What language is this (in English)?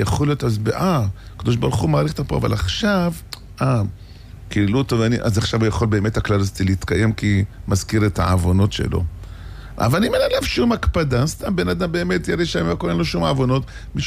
Hebrew